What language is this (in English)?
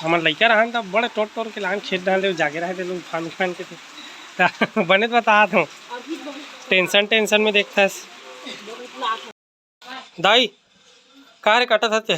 Chhattisgarhi